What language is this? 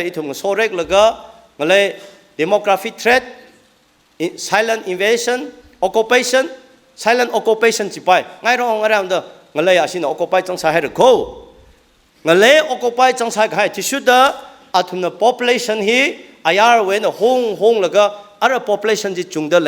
Tangkhul Naga (India)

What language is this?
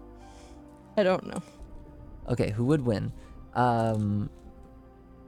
English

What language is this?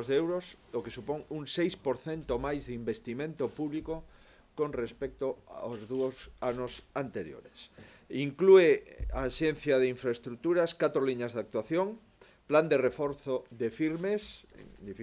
Galician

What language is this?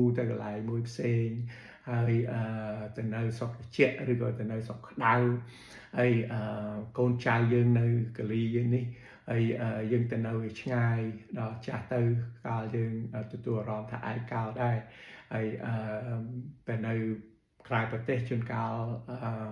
Khmer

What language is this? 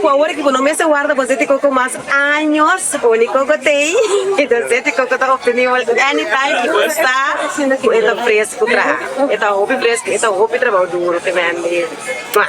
Papiamento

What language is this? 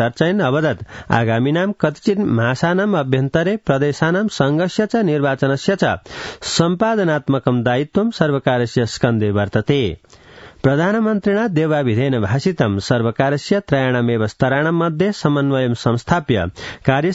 Sanskrit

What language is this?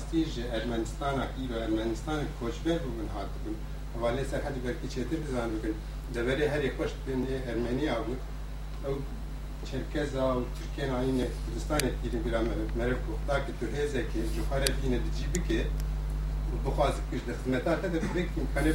Kurdish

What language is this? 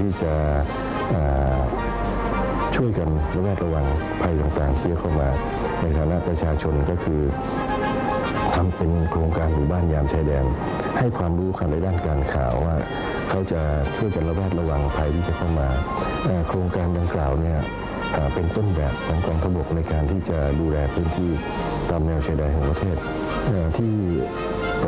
Thai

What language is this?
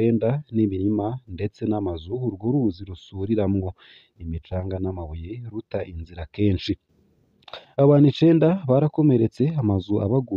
Rundi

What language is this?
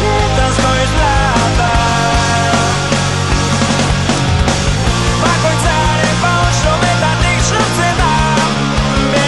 Basque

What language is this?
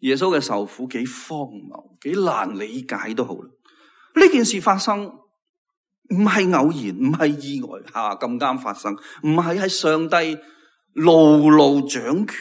Cantonese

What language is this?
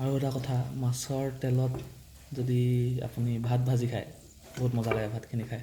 Assamese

